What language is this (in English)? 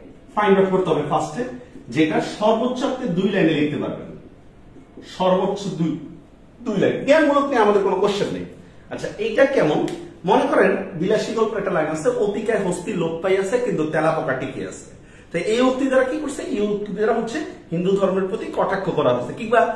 Bangla